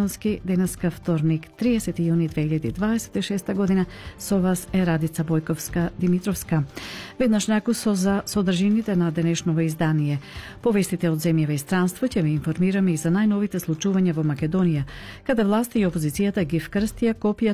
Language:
Macedonian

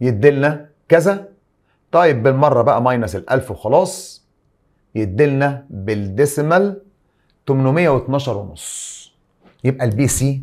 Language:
Egyptian Arabic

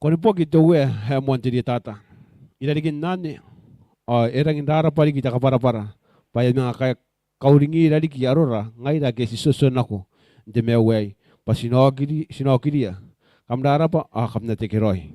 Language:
Gilbertese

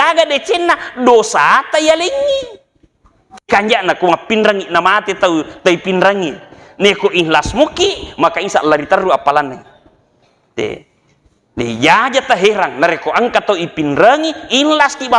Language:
Buginese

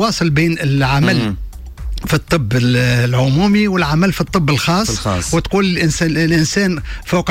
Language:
Tunisian Arabic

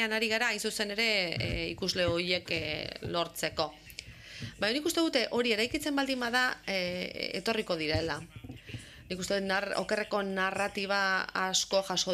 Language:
Basque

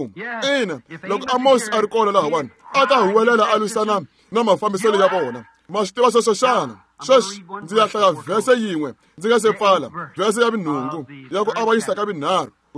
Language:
Tsonga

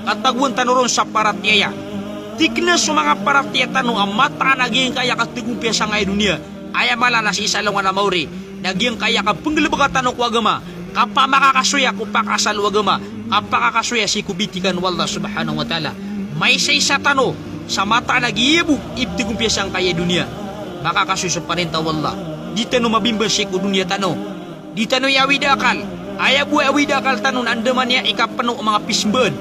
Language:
Maranao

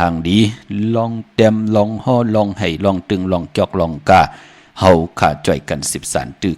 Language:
Shan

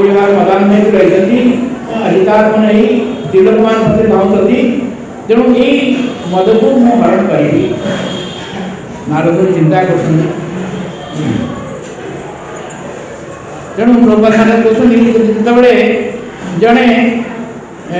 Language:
Odia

